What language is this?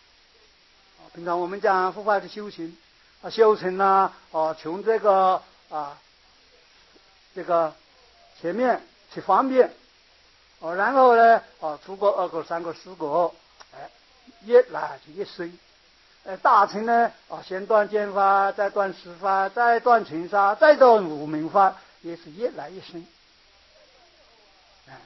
Chinese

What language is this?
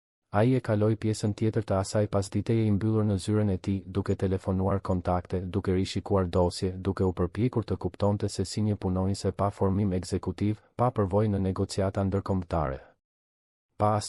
Albanian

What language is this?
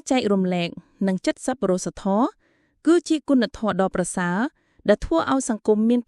Khmer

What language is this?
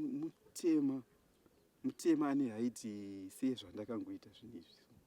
Shona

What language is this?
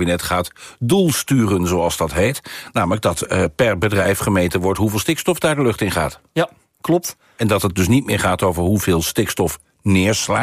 Dutch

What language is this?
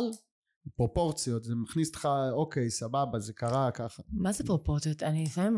Hebrew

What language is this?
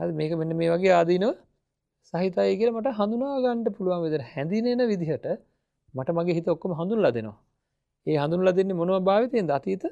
Sinhala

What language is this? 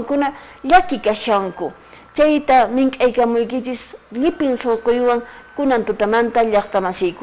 Quechua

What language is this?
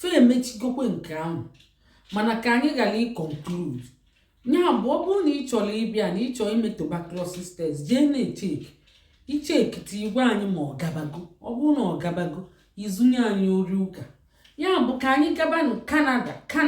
Igbo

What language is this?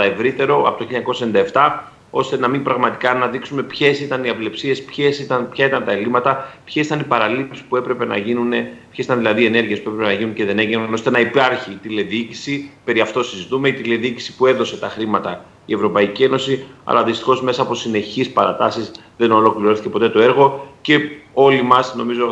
Greek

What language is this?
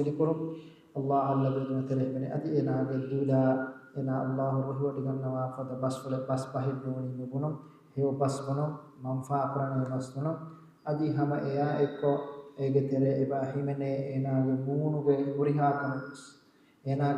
Divehi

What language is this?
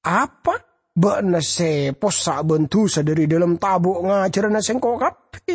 Madurese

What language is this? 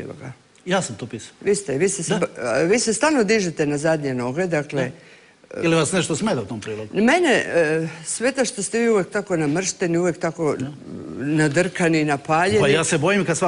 Croatian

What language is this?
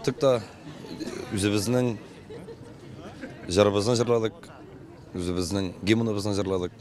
Tatar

